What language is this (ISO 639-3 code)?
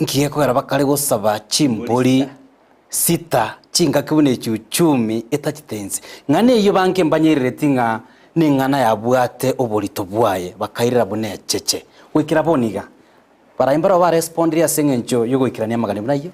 guz